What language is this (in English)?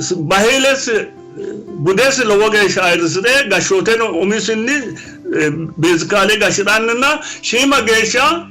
Sidamo